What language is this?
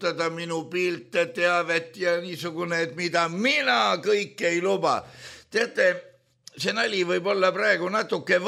Estonian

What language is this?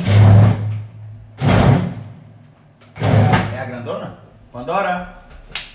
Portuguese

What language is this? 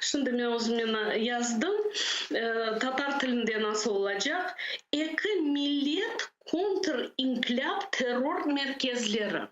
Crimean Tatar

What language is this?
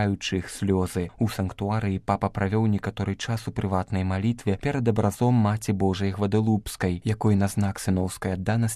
Belarusian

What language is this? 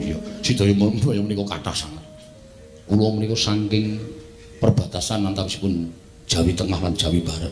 Javanese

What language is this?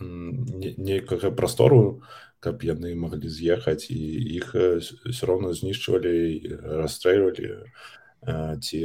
Belarusian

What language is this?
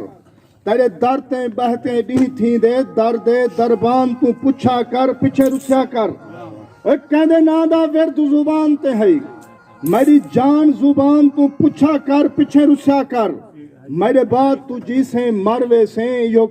Saraiki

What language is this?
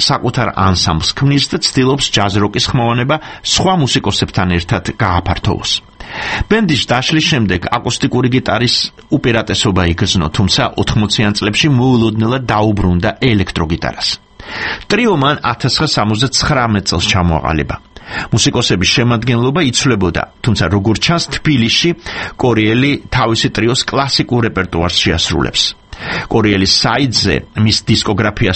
Georgian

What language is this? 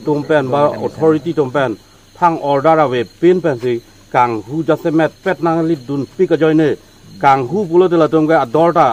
Karbi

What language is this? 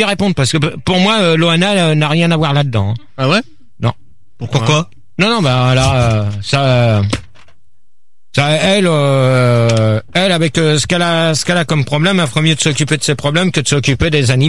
French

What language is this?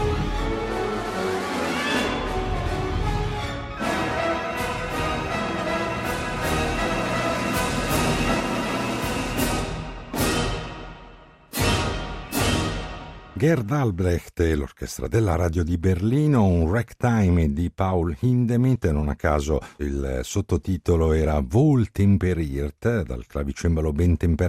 Italian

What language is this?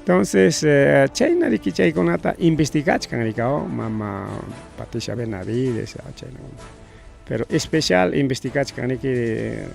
Ayacucho Quechua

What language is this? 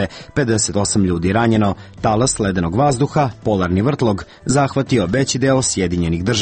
Serbian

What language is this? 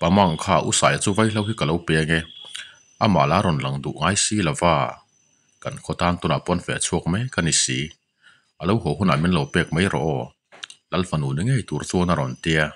Mizo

